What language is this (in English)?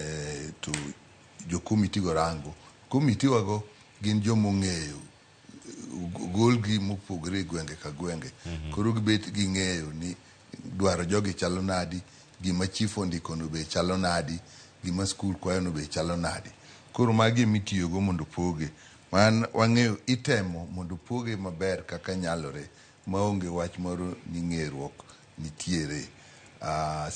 Luo (Kenya and Tanzania)